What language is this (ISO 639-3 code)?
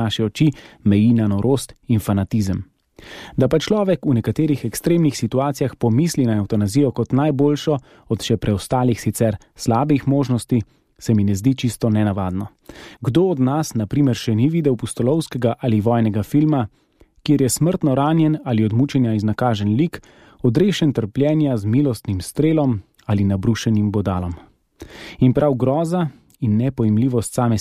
slv